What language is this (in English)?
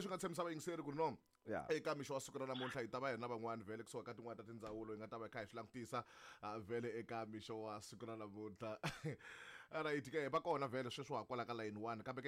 Tsonga